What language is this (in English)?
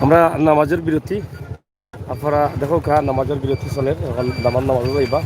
Sylheti